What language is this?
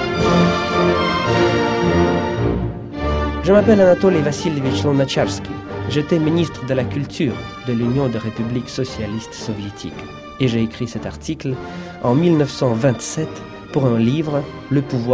French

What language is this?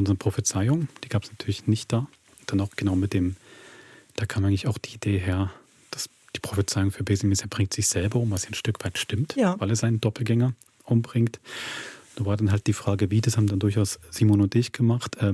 Swiss German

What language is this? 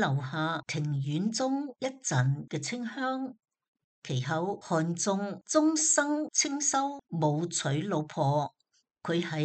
Cantonese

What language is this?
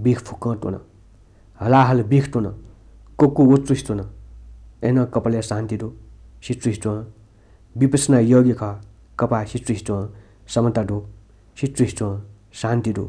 Newari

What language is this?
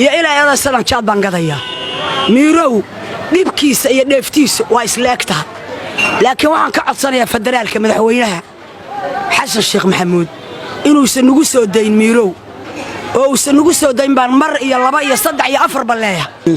Somali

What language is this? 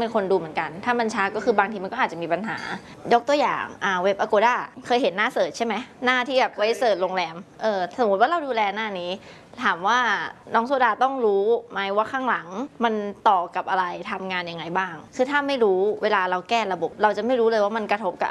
Thai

